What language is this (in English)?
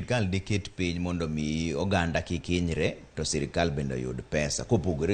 Luo (Kenya and Tanzania)